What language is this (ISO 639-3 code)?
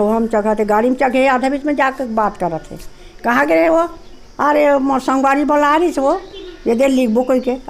hne